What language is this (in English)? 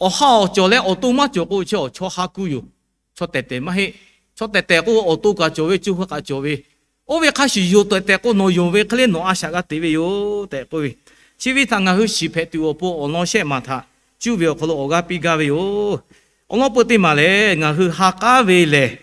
Lahu